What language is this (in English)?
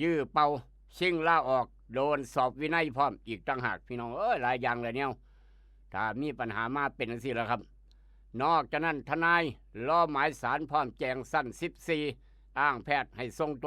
Lao